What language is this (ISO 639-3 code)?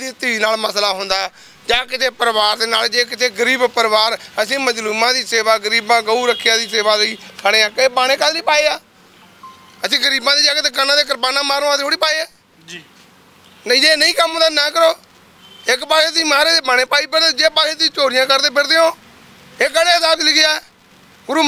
pan